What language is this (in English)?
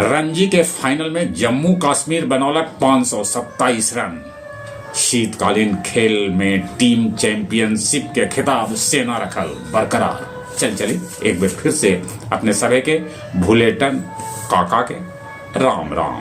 Magahi